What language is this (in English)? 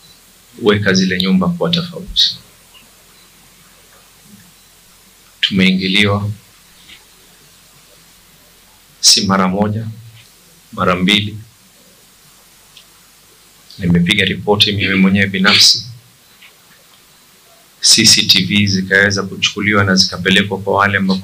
Swahili